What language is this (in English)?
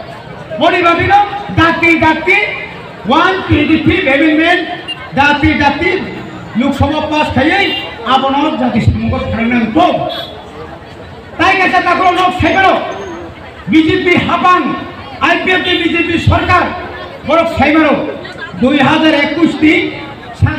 Kok Borok